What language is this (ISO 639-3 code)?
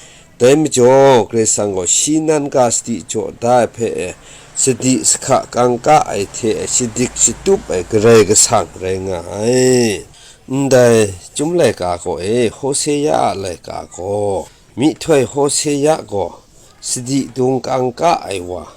kac